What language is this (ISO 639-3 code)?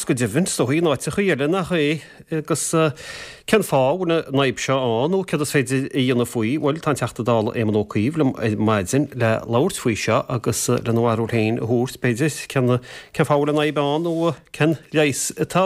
gle